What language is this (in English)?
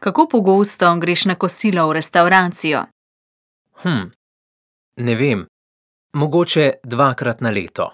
Slovenian